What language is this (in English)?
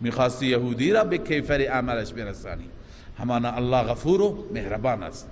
Persian